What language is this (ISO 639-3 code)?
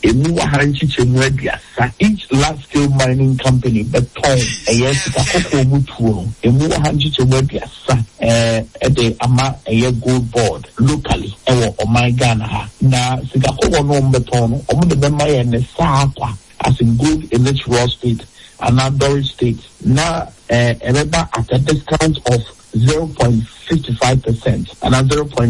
aka